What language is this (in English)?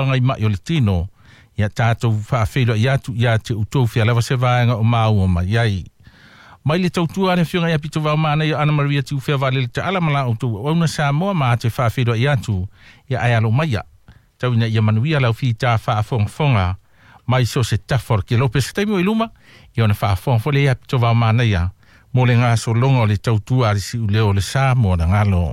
Samoan